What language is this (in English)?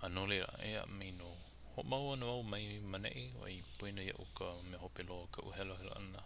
Hawaiian